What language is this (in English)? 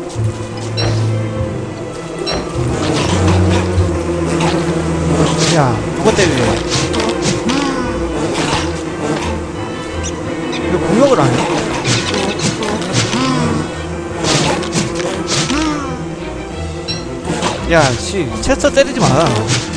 Korean